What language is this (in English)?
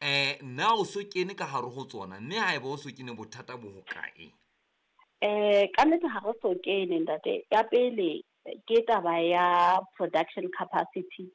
Southern Sotho